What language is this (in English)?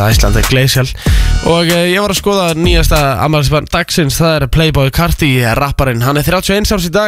Icelandic